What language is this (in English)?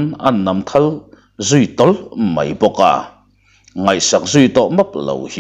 Mizo